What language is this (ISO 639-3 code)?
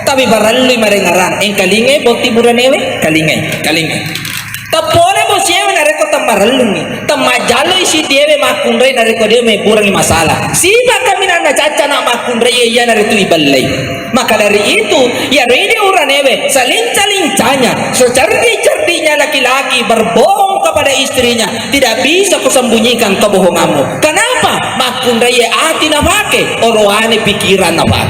bug